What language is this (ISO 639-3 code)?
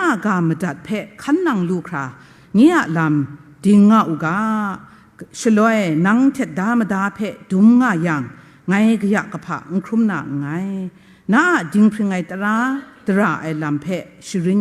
kac